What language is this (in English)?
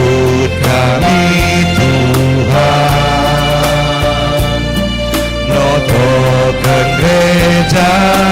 Batak Karo